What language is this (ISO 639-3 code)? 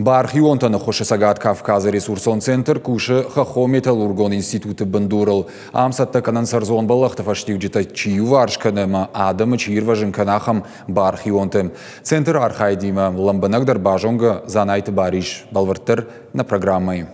oss